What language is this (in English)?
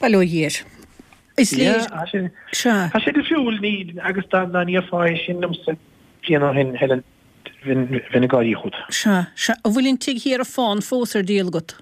Irish